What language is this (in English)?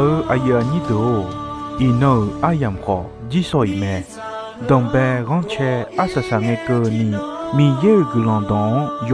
Akha